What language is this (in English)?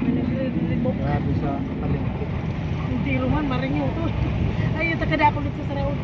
Bikol